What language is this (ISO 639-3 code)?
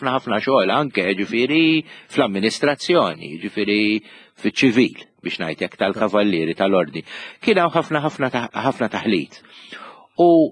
mlt